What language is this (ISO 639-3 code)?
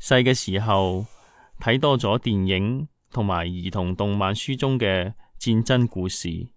yue